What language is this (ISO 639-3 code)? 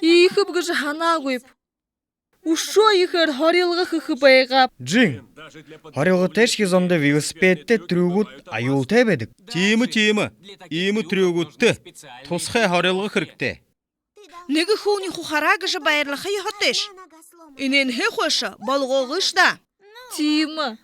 bua